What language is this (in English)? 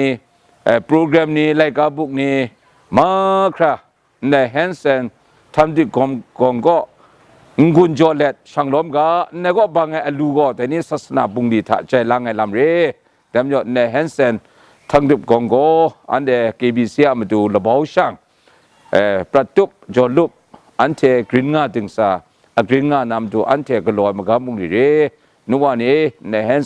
Kachin